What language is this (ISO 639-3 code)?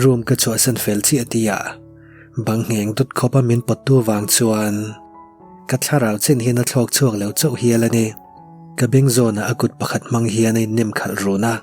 lus